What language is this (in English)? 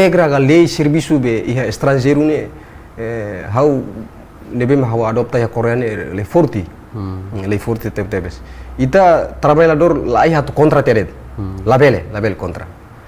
Tetum